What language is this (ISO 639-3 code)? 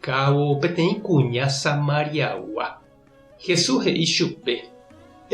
grn